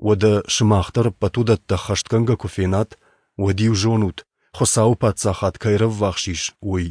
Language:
Ossetic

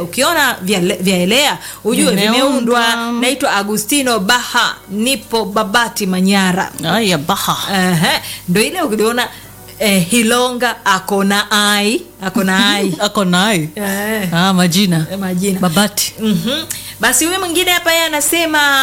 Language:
Swahili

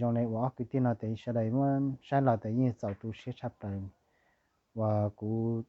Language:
Hmong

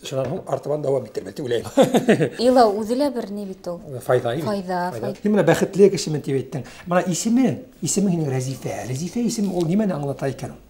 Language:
Bashkir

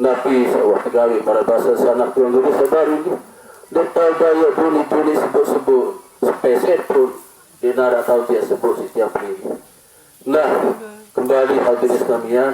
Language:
Sasak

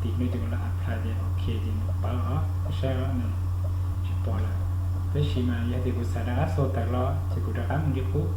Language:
Hmong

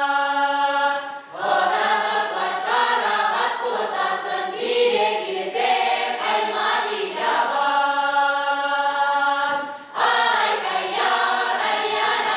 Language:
Chuvash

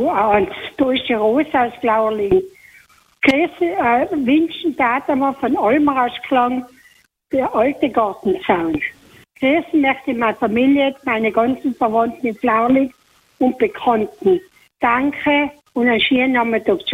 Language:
German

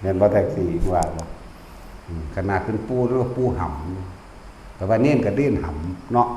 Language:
Northeastern Thai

